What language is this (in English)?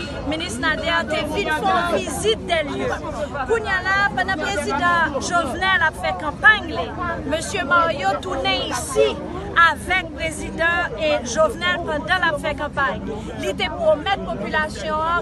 Haitian Creole